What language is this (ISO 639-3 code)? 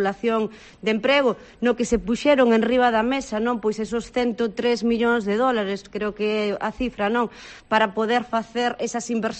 glg